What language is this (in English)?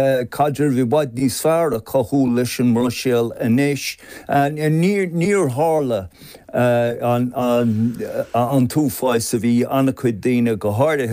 Irish